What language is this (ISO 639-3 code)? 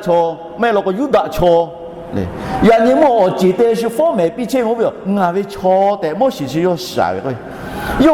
lhu